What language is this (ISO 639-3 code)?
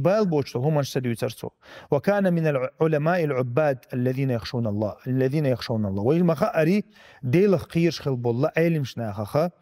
che